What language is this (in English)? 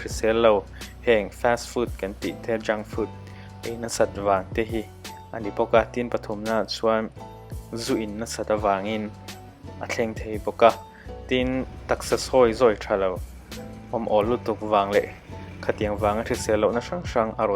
Mizo